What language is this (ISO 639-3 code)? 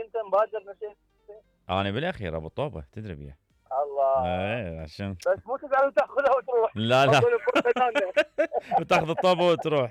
acm